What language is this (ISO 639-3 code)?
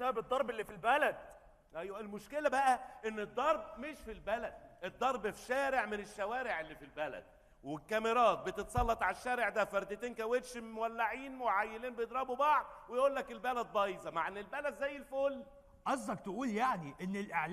arz